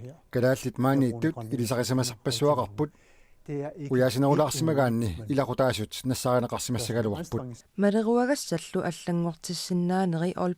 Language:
Kalaallisut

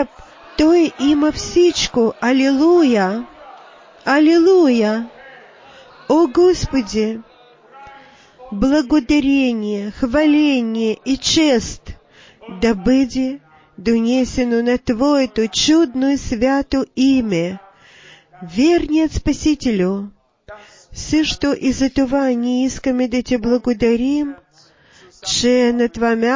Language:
Bulgarian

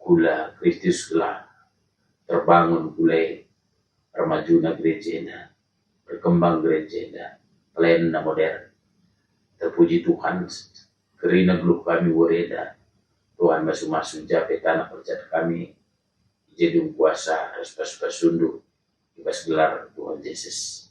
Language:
Batak Karo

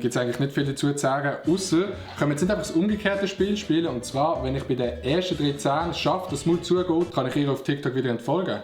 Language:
Swiss German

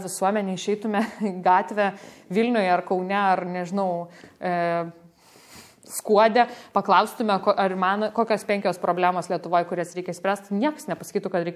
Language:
Lithuanian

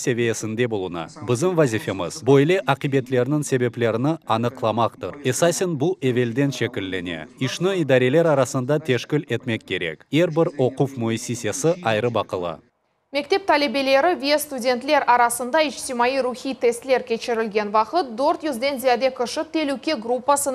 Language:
Crimean Tatar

